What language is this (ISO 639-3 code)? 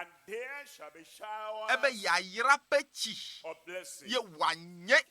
ewe